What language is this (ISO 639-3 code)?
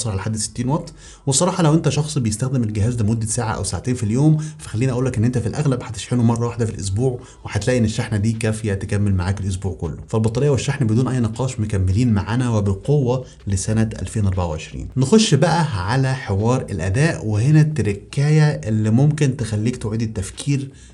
arz